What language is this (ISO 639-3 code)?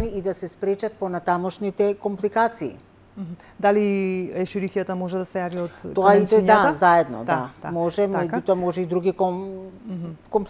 mkd